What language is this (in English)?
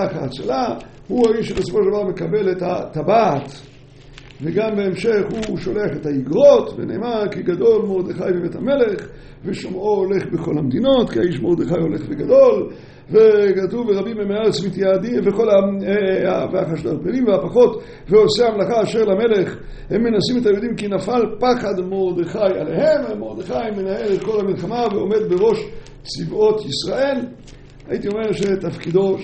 Hebrew